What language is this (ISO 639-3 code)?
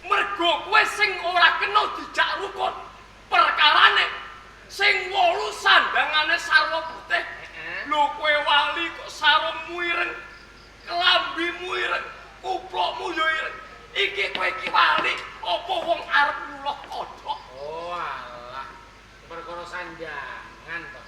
jav